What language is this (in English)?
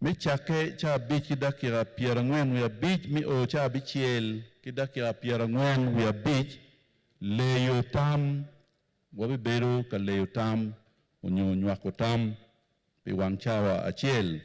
Acoli